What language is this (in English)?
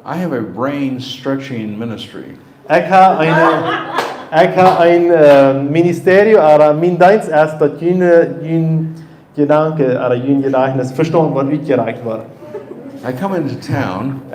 Plautdietsch